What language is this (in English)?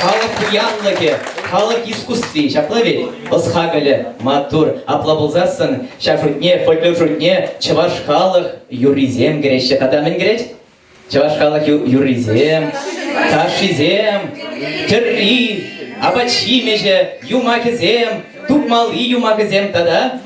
Chuvash